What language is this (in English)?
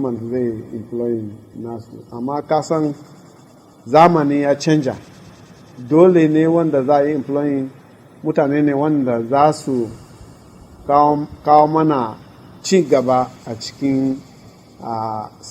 Hausa